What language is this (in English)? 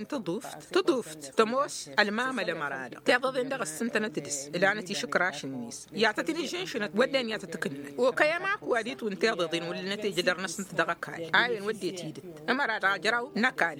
Tamasheq